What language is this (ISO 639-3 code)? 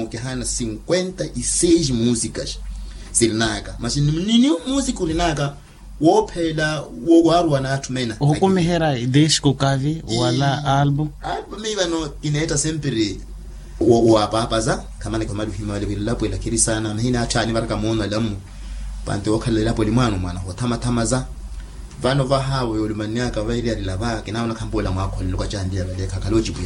vmw